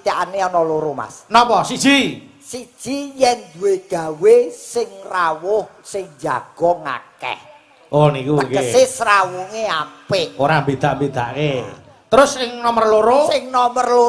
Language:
Javanese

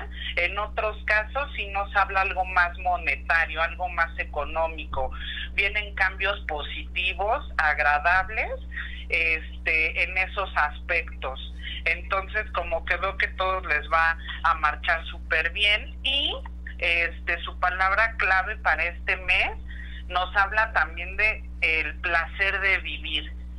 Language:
Spanish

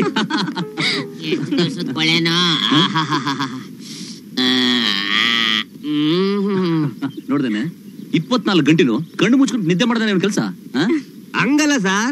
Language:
Kannada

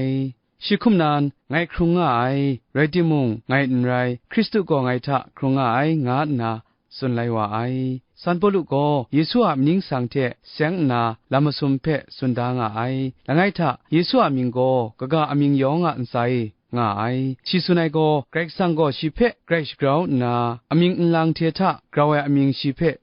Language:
Kachin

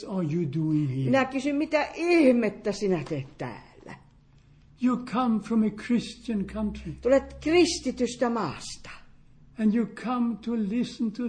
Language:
Finnish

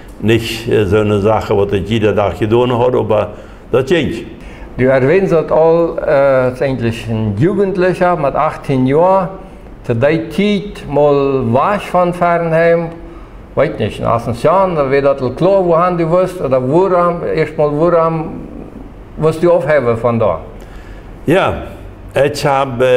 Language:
Plautdietsch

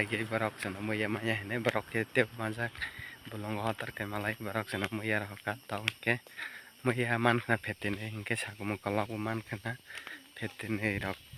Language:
Kok Borok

